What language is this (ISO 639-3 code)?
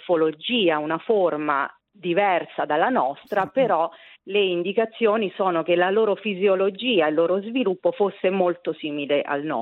ita